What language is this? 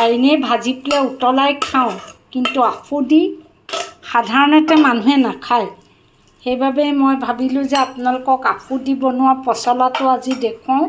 Assamese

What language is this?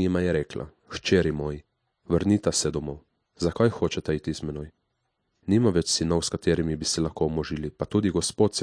Slovenian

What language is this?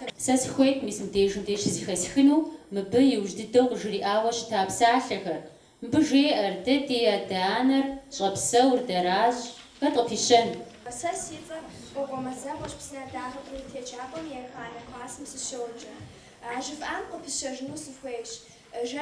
Kabardian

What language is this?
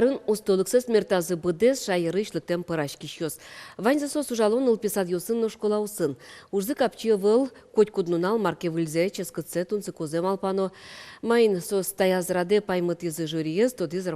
Udmurt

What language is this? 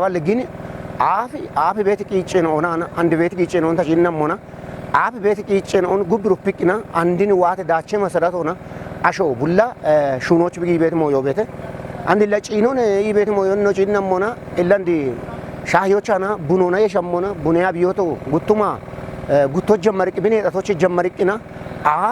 Kafa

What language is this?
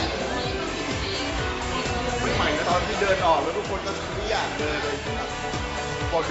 Thai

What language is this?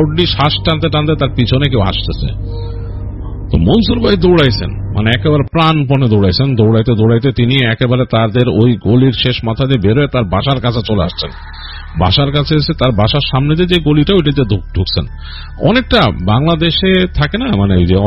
Bangla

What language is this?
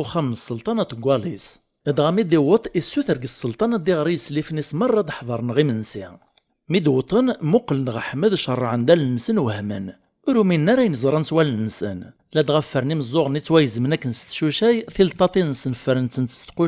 Kabyle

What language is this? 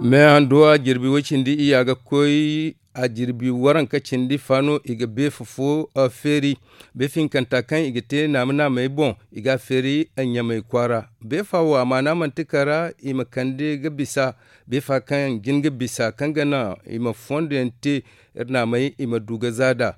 Zarma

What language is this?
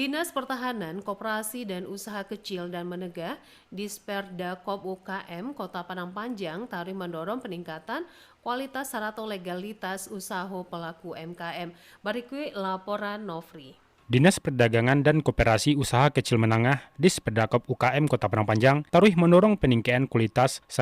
Minangkabau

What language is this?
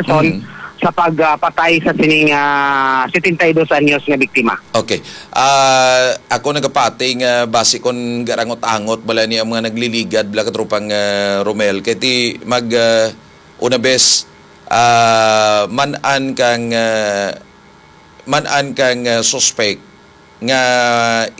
Hiligaynon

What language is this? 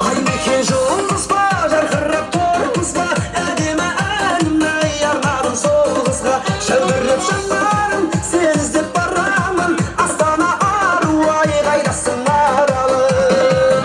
Kara-Kalpak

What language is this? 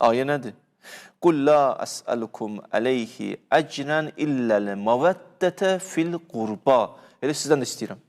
Azerbaijani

